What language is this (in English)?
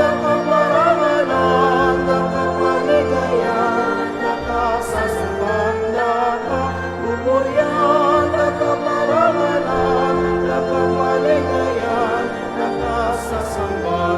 Pampanga